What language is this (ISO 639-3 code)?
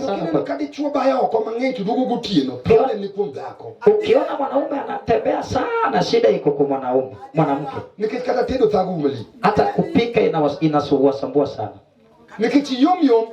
luo